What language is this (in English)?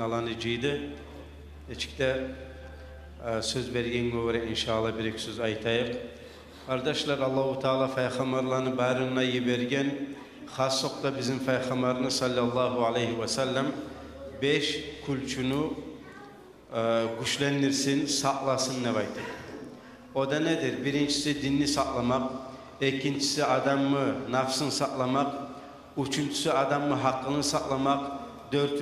Kumyk